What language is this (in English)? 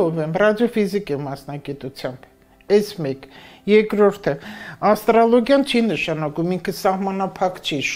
Armenian